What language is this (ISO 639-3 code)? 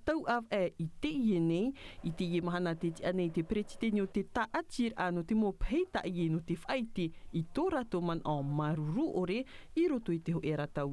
tah